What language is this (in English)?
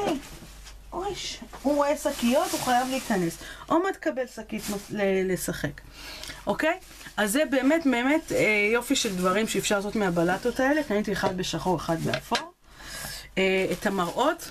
Hebrew